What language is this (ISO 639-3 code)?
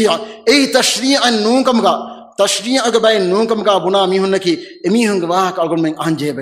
div